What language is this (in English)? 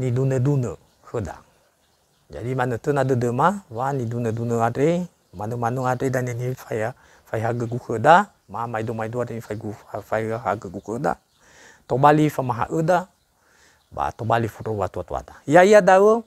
Nias